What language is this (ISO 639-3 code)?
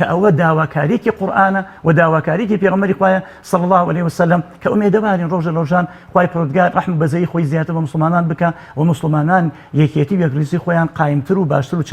ckb